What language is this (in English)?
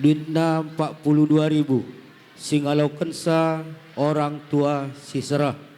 Batak Karo